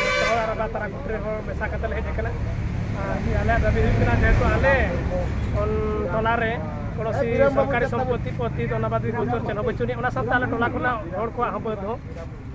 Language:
Santali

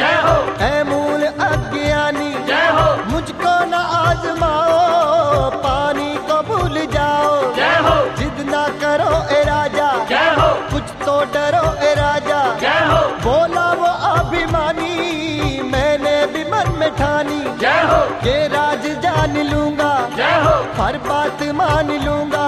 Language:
Hindi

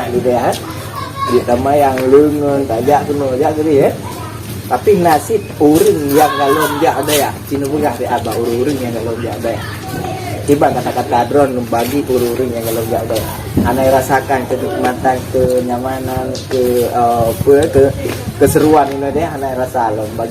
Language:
Achinese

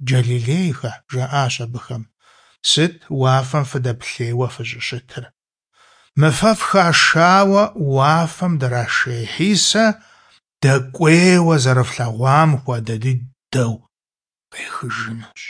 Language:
Kabardian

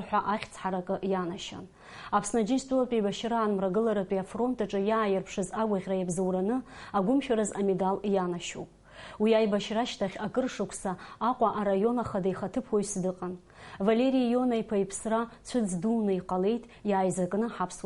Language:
Abkhazian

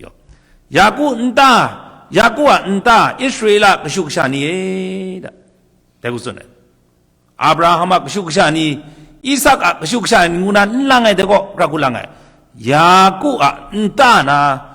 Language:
Kachin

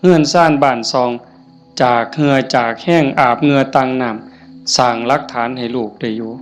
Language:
Northeastern Thai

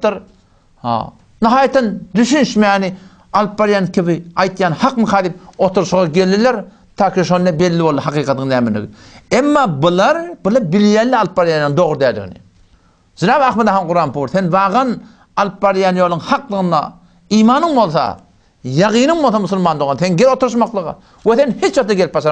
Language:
Turkmen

